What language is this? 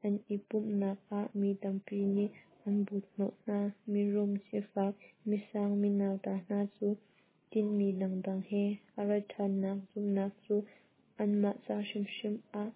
Hakha Chin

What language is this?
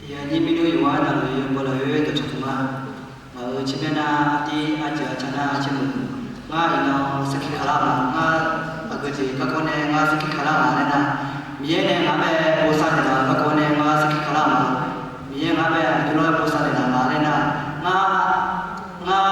Akha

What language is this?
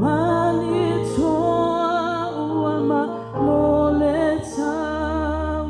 Samoan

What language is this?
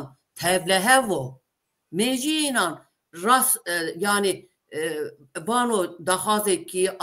Zaza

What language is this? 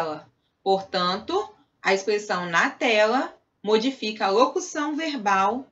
Portuguese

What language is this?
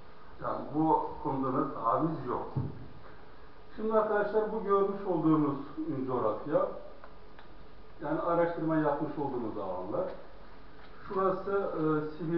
Turkish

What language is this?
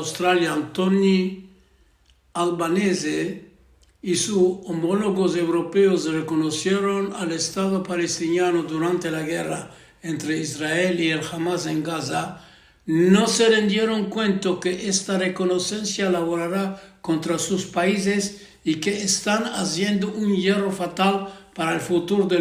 Ladino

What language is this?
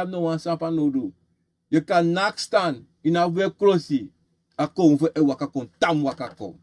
Sranan Tongo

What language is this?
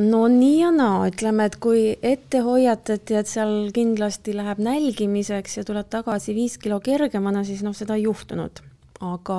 Estonian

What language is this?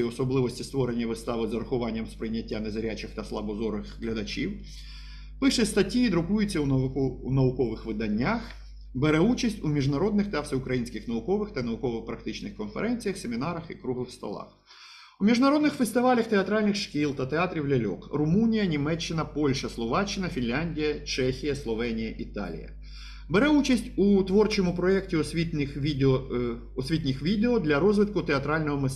Ukrainian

